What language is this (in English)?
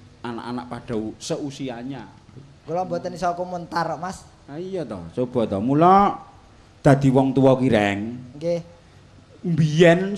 Javanese